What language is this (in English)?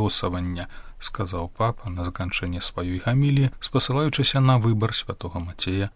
Belarusian